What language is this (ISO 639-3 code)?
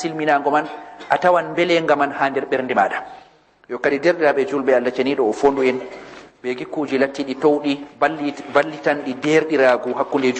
ful